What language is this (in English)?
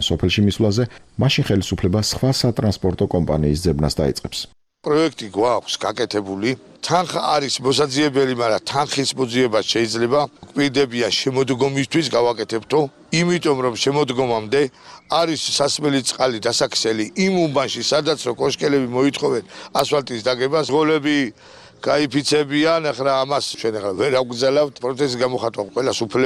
Georgian